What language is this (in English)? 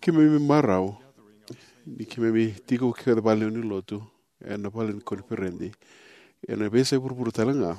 Fijian